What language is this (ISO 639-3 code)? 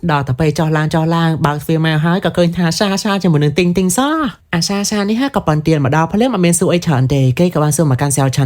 khm